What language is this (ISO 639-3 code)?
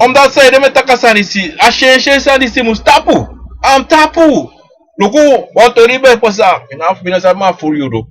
srn